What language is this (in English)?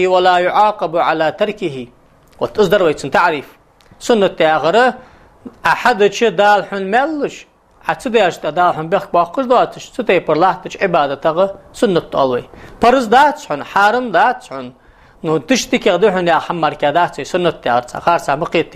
Ingush